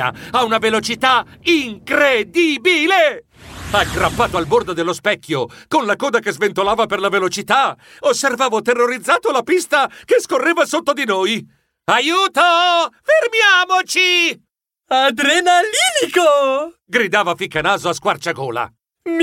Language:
Italian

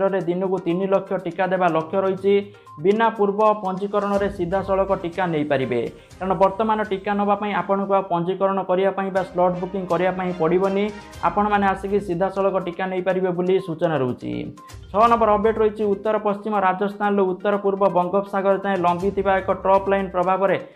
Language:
Odia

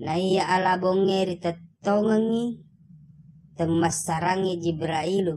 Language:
Buginese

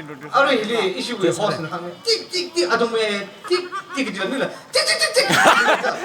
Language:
Tangkhul Naga (India)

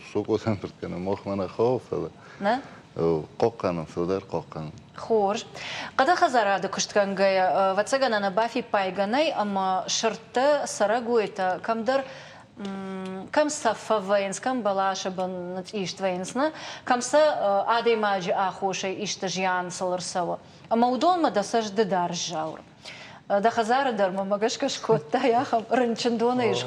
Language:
Ossetic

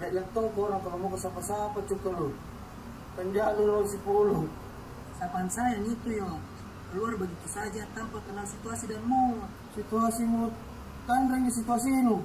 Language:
Makassar Malay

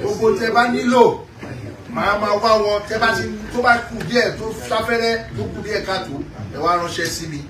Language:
Yoruba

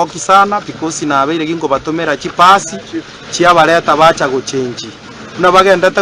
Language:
Gusii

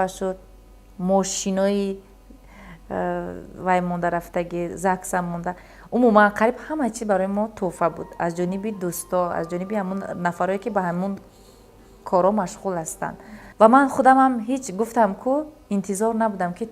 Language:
Tajik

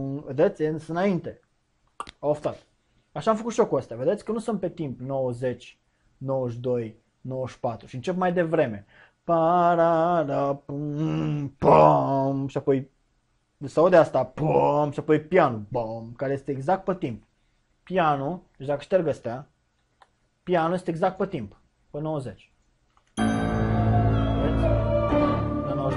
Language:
Romanian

